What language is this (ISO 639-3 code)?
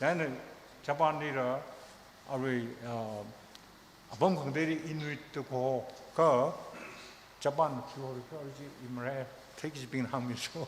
nmf